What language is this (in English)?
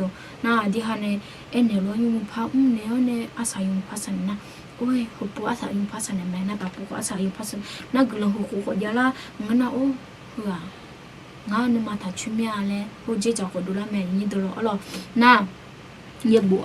Akha